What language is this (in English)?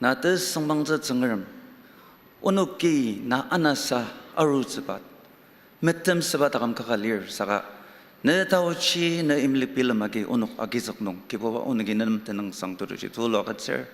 Ao Naga